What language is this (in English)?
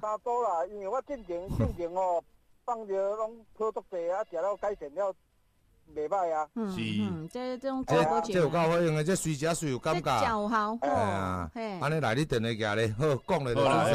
Min Nan Chinese